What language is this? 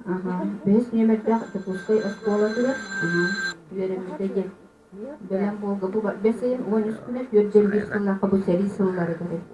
Yakut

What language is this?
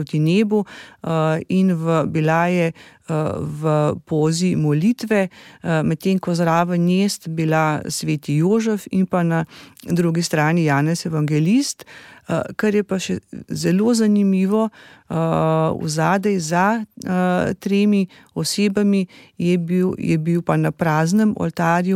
Slovenian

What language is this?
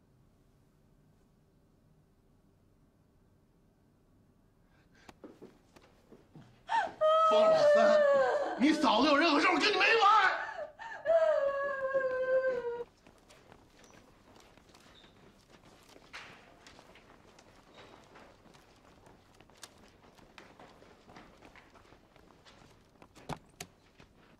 Chinese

